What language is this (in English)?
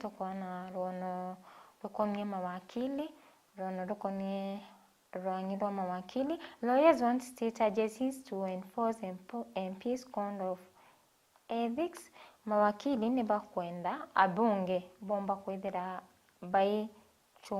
Meru